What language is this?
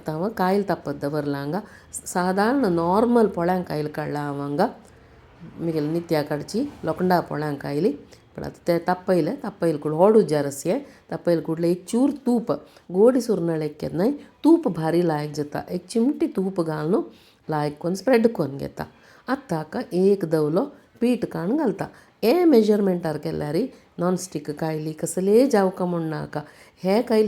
Konkani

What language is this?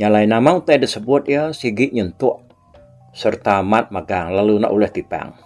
Iban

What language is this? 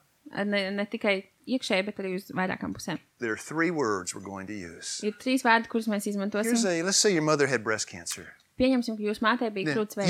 Latvian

